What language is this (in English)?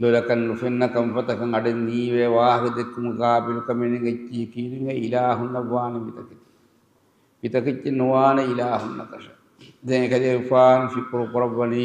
Divehi